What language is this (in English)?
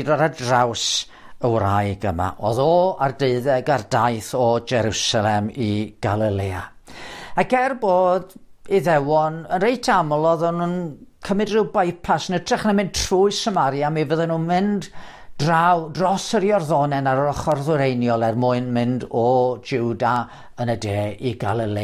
Welsh